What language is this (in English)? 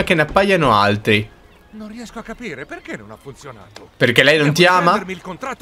Italian